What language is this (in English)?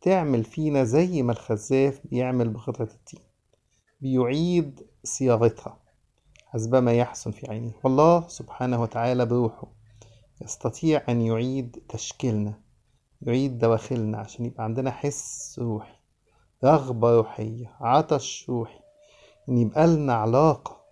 Egyptian Arabic